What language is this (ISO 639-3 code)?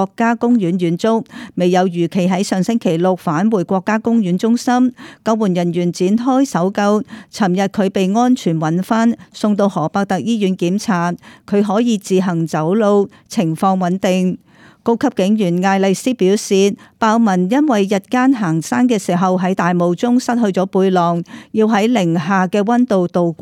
yue